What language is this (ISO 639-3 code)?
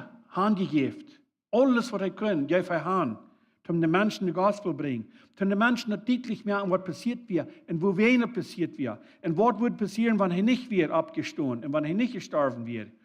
pdt